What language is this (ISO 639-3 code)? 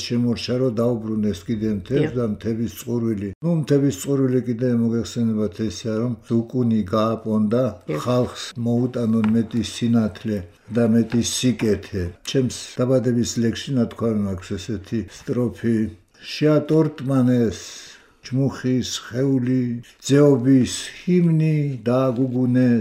kat